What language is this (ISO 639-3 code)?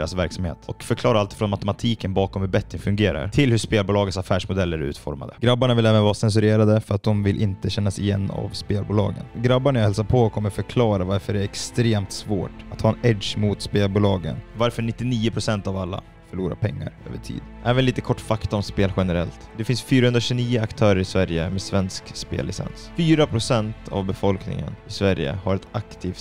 swe